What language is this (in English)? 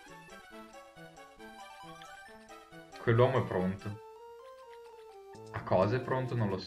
Italian